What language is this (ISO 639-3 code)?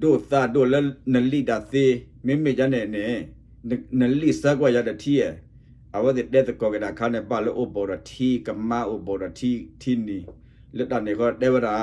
ksw